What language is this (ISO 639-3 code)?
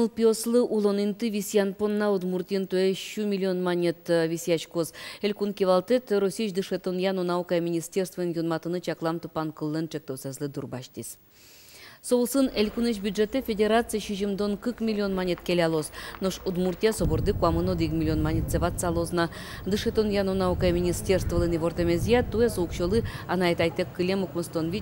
udm